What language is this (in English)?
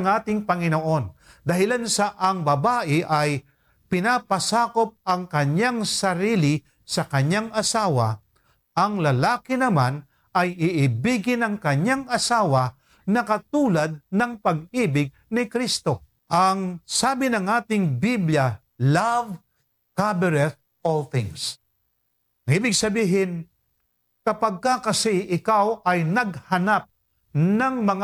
Filipino